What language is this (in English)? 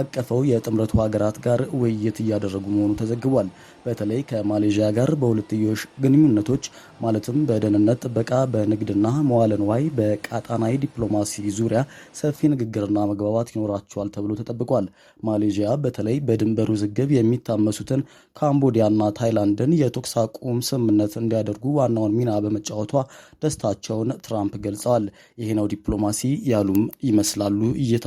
Amharic